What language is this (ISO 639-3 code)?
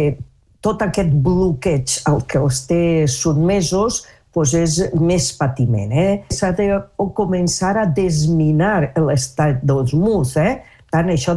cat